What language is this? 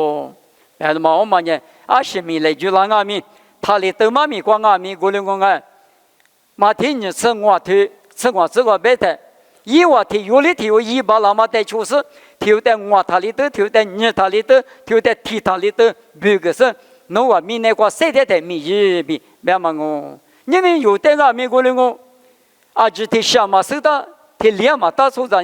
Lisu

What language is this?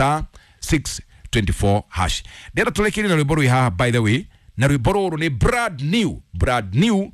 Kikuyu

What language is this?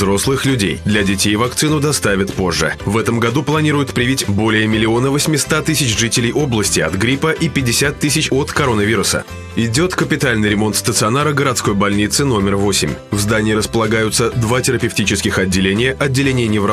Russian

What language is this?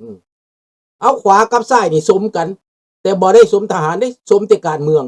Lao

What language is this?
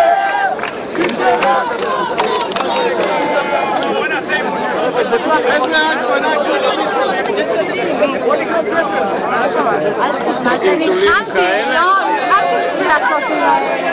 Hebrew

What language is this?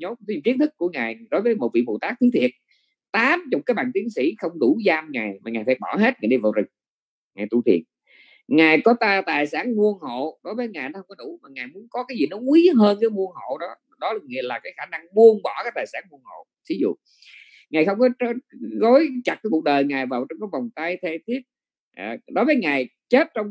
Vietnamese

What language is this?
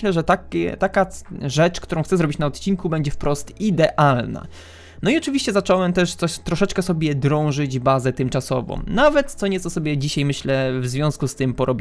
Polish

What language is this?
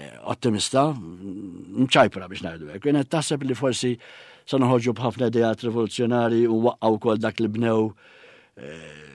Maltese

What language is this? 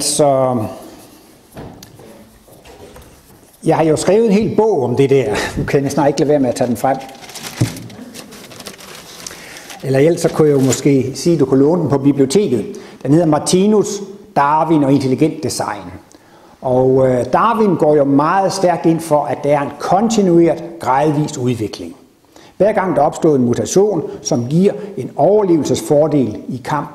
Danish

